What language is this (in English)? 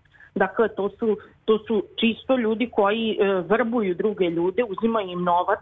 Serbian